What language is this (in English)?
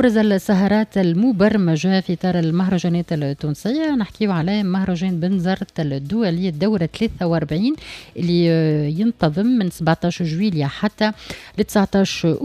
Tunisian Arabic